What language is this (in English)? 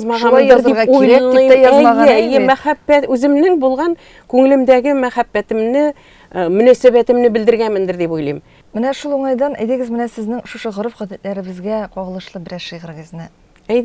Tatar